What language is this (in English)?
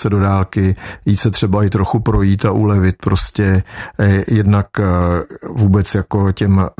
Czech